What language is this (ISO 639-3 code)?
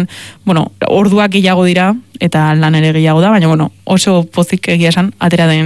eus